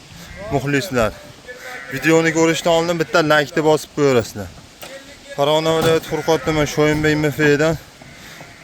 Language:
Uzbek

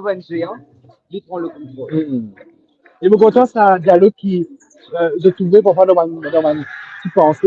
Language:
Morisyen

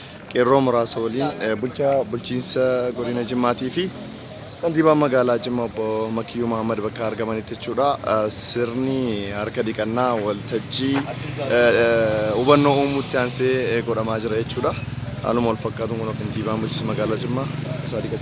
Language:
Oromo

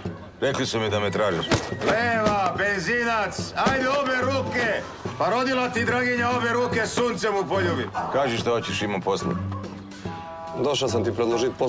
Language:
Serbian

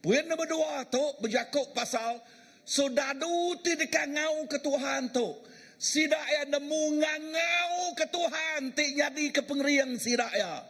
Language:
Iban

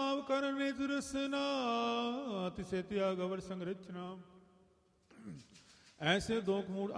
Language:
Punjabi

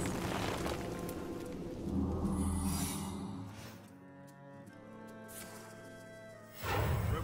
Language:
English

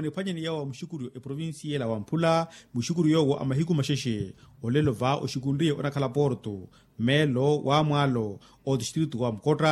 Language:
Makhuwa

